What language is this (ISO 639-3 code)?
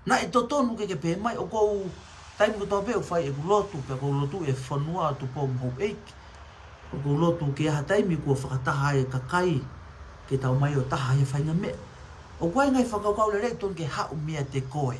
ton